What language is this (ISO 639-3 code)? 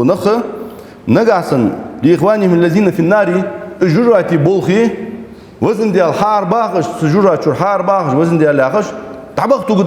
inh